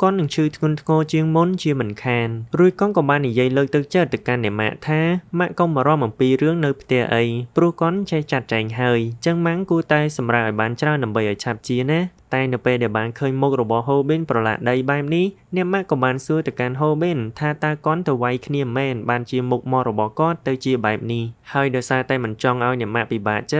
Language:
Khmer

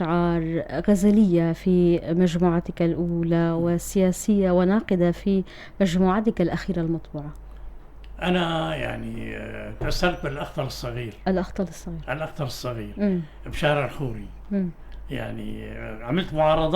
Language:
North Levantine Arabic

